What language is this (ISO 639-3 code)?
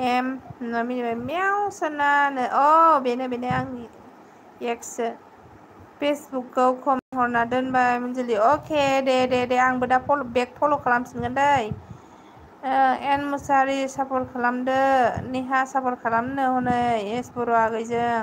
brx